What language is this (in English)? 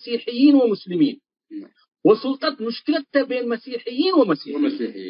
Tigre